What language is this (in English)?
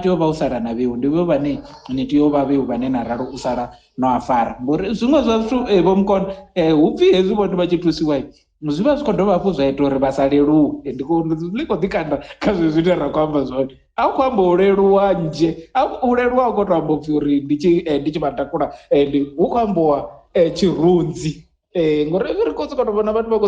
Venda